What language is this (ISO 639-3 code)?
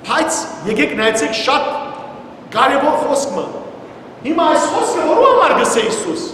hyw